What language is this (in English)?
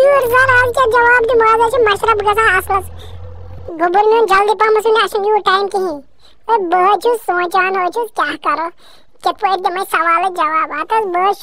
Kashmiri